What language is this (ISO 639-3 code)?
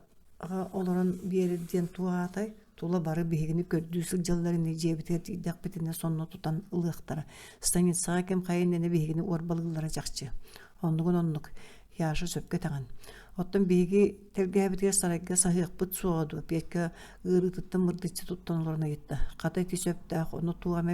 sah